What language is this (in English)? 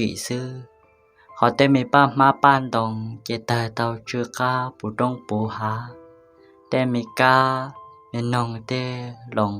Hmong